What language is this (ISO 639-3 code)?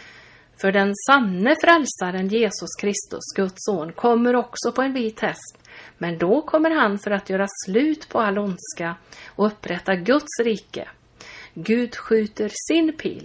swe